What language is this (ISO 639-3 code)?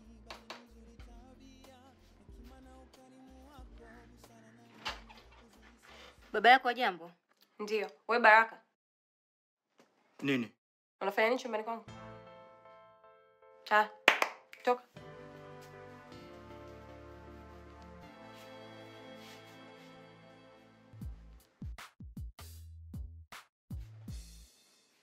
swa